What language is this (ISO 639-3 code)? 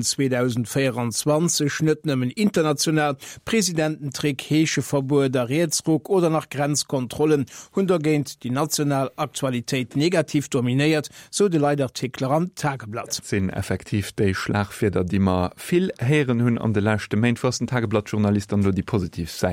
ltz